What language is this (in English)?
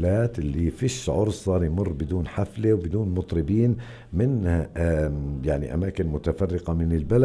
North Levantine Arabic